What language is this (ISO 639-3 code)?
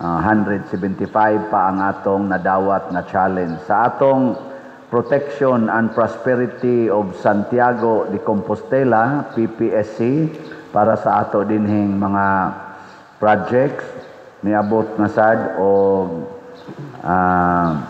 ceb